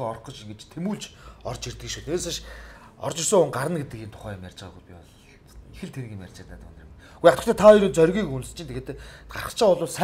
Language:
Mongolian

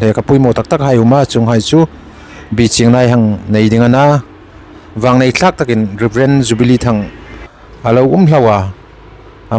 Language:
Hmar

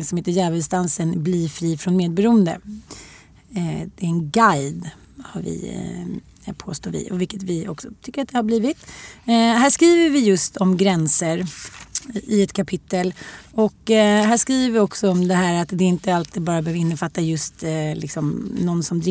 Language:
Swedish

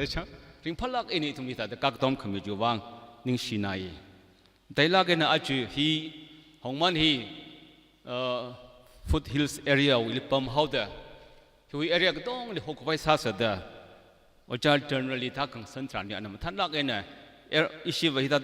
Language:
Tangkhul Naga (India)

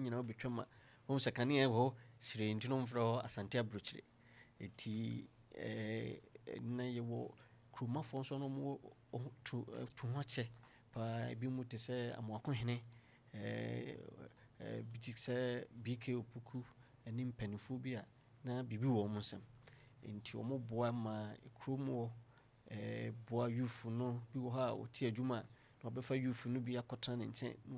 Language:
Akan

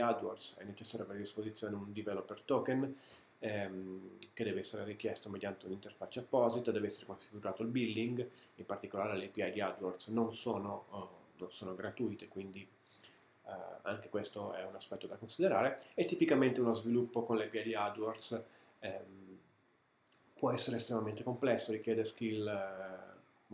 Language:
Italian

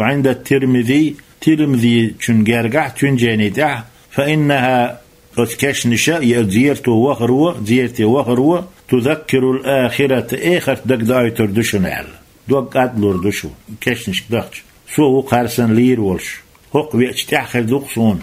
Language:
Chechen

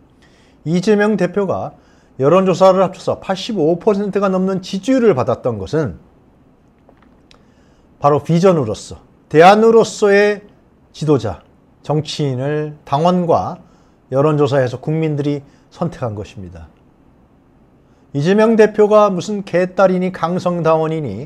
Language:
Korean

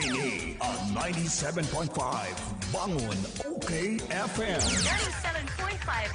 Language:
Bikol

